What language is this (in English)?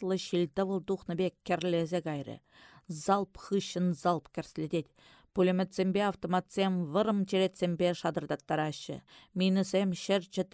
Chuvash